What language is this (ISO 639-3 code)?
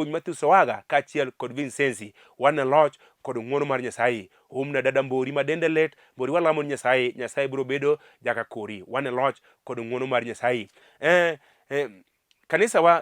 luo